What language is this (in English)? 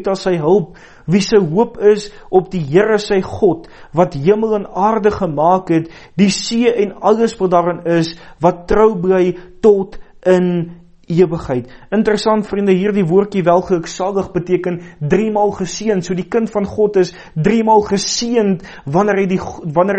Afrikaans